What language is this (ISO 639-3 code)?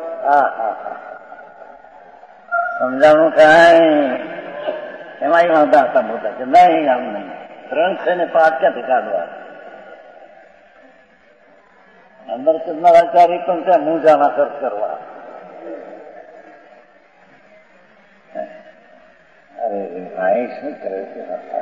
guj